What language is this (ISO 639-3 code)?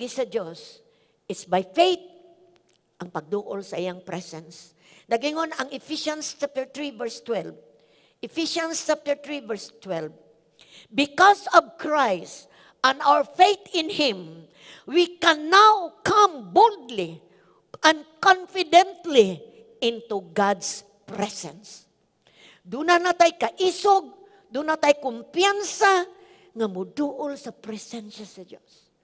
ceb